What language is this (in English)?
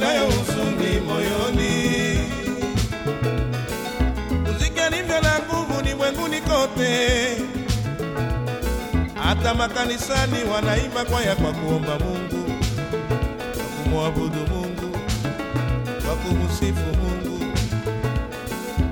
Swahili